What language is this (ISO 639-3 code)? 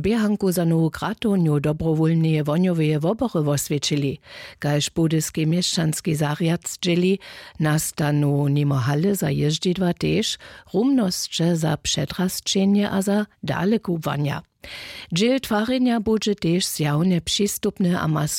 hsb